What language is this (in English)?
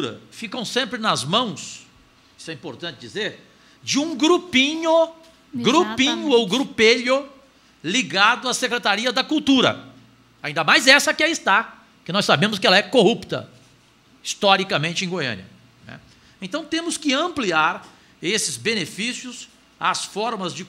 Portuguese